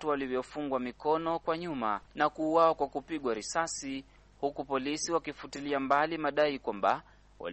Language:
Swahili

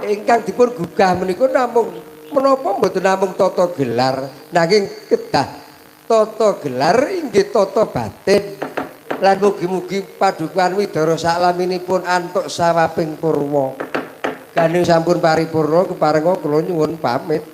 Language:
Javanese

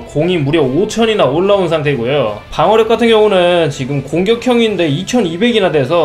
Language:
Korean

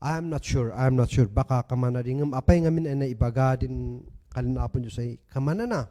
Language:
Kankanaey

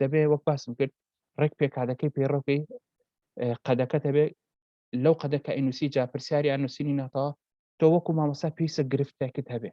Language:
Central Kurdish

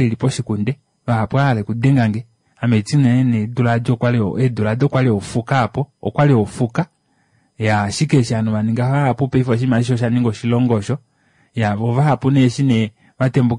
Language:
Kuanyama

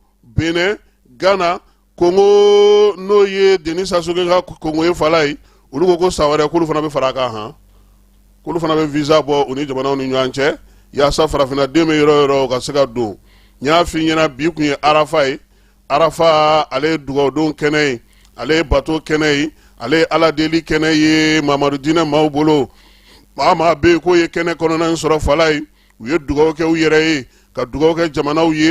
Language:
Bambara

